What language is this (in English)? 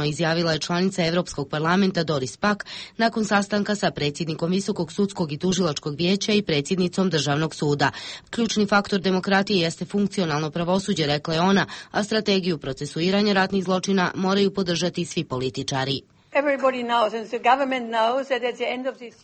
Croatian